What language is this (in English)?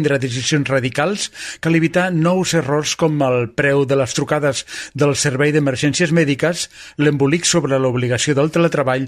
Catalan